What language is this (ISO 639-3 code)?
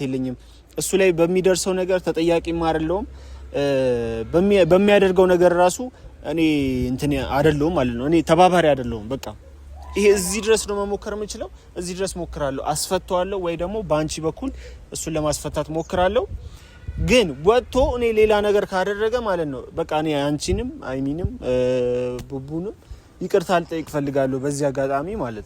amh